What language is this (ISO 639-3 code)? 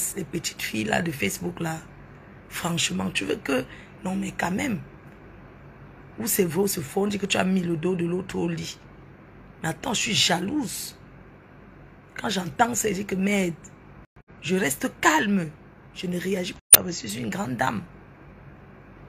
fra